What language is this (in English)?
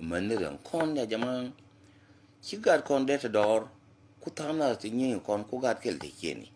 Nuer